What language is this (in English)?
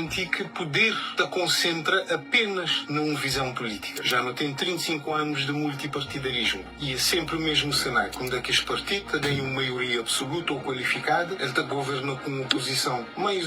Kabuverdianu